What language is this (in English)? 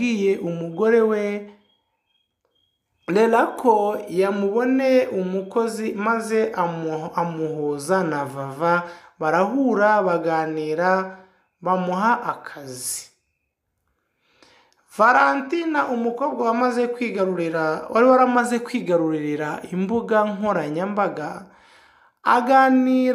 Kinyarwanda